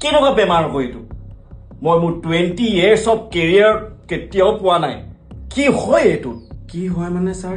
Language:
Assamese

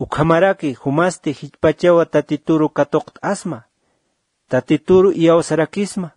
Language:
Aymara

